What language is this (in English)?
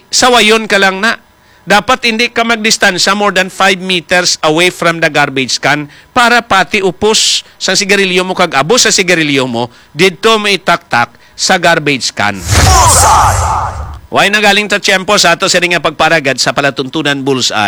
Hiligaynon